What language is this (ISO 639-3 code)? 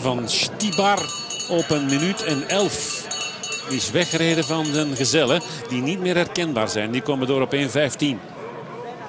nld